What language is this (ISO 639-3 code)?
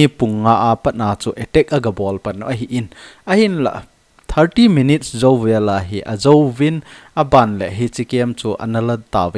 tcz